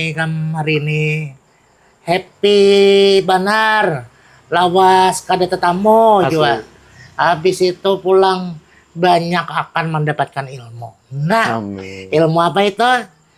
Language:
Banjar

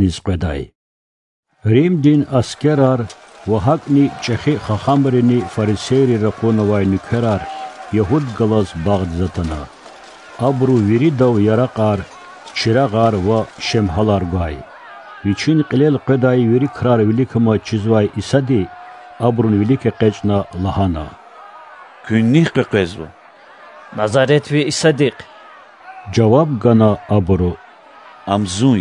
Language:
Lezghian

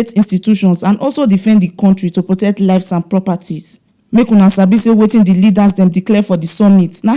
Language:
Nigerian Pidgin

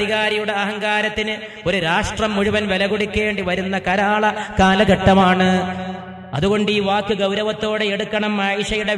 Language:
Malayalam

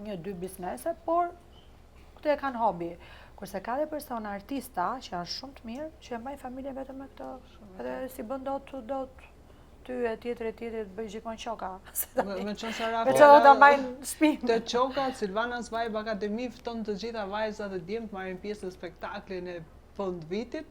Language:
Albanian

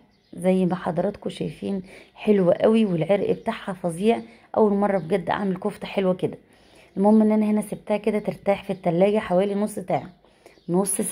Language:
Egyptian Arabic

